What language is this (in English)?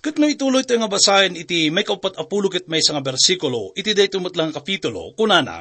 Iloko